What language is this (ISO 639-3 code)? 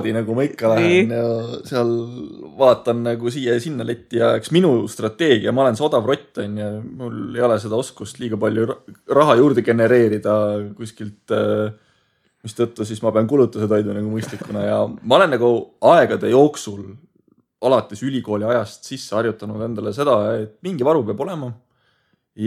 est